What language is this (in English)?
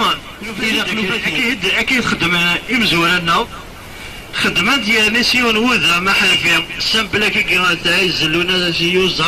Kabyle